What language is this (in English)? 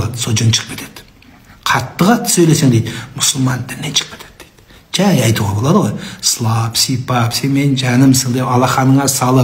Kazakh